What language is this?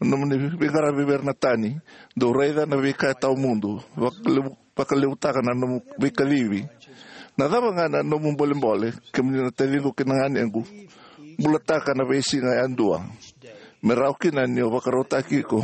Fijian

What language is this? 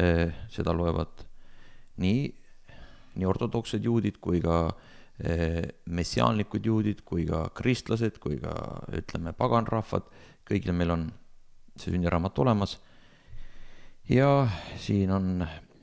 Estonian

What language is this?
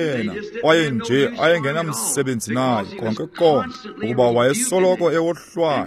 Xhosa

